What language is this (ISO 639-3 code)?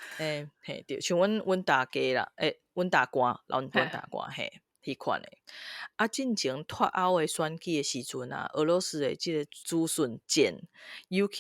nan